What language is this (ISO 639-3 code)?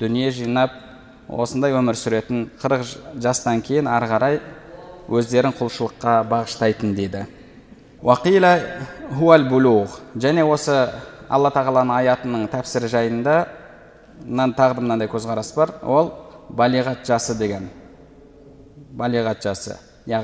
kaz